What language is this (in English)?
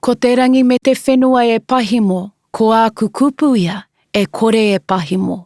Māori